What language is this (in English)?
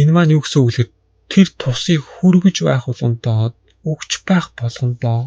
Mongolian